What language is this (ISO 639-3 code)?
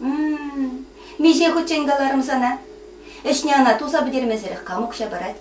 chv